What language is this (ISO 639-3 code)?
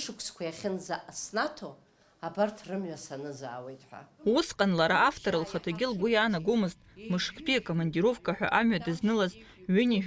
abk